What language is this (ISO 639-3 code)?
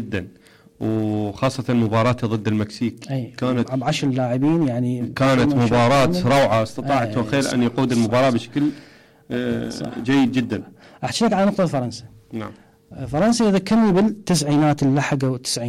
acm